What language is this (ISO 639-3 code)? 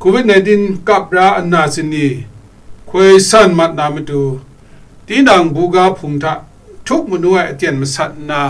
kac